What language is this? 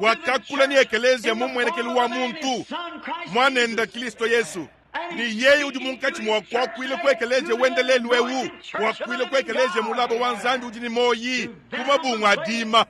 Luba-Lulua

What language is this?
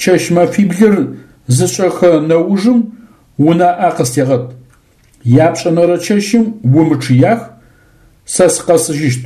Adyghe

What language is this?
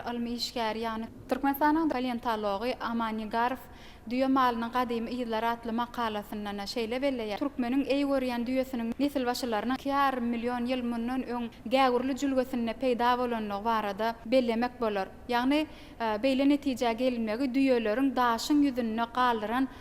Turkmen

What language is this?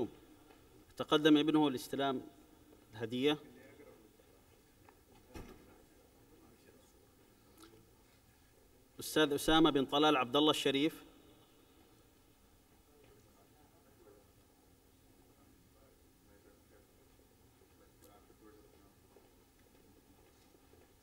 Arabic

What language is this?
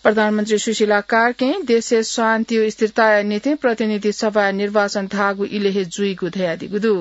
Newari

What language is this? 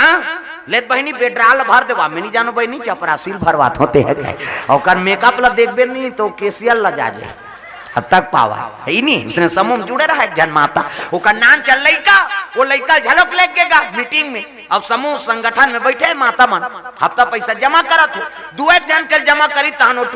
Chhattisgarhi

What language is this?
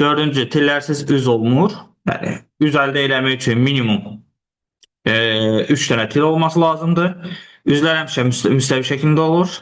Azerbaijani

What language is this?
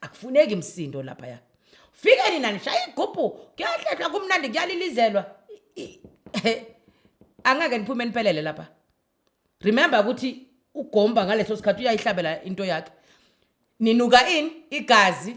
Zulu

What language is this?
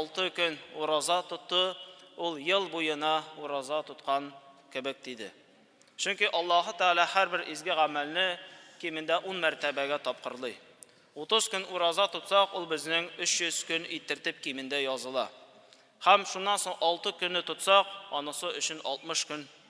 Tatar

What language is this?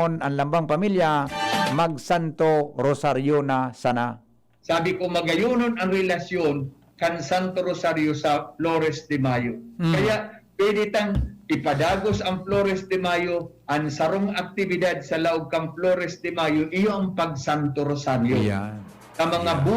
Bikol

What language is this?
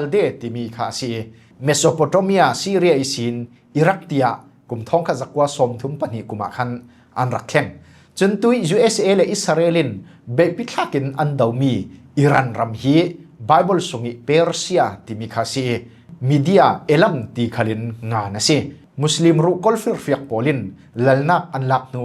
Falam Chin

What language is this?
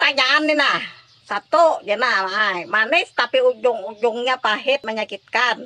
Banjar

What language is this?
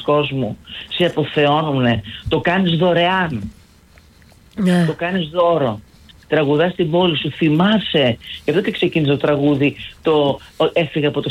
Greek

